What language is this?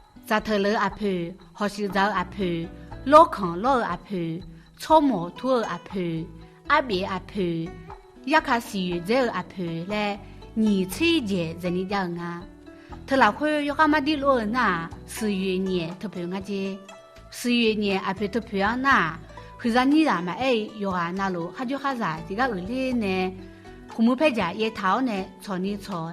Akha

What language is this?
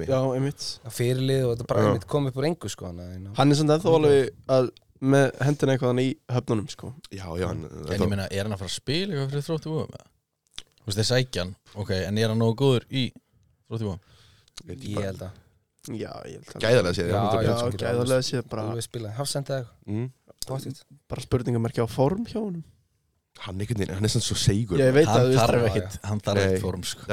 Icelandic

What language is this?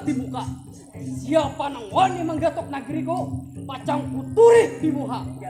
Banjar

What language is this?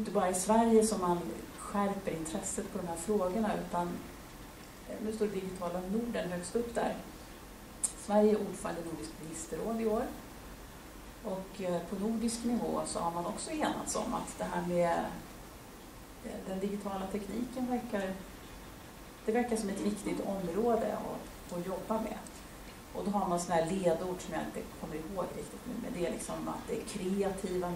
Swedish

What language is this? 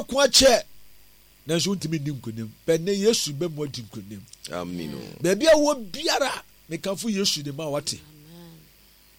Akan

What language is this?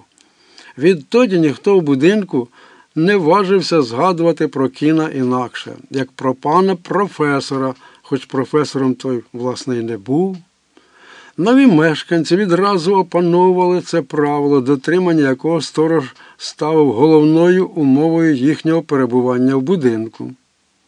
Ukrainian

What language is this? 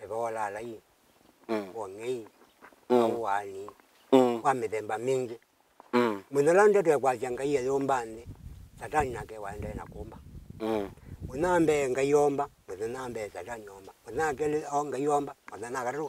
Kamba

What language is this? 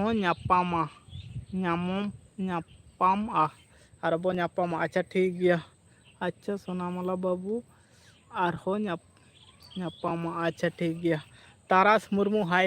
Santali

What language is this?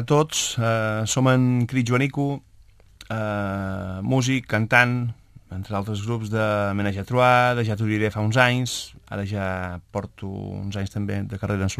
Catalan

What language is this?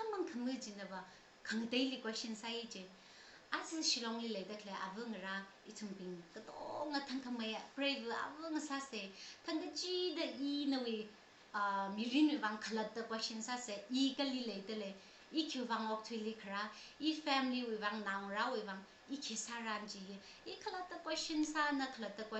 Tangkhul Naga (India)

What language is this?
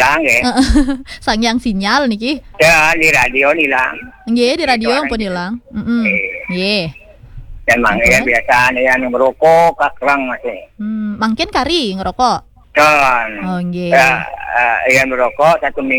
Balinese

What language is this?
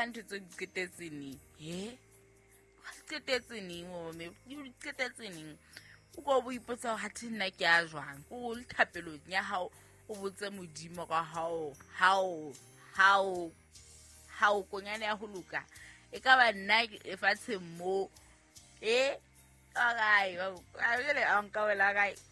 Southern Sotho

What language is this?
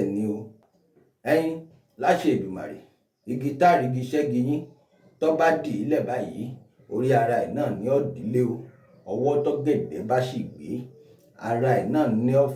Yoruba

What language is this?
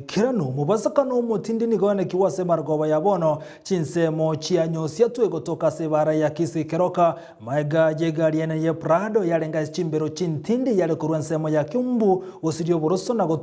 Gusii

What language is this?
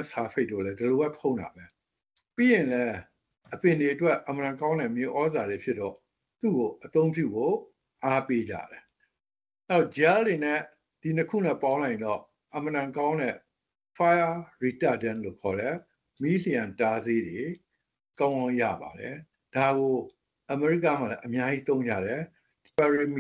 Burmese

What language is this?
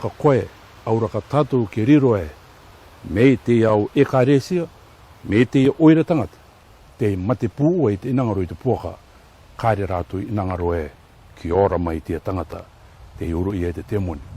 Rarotongan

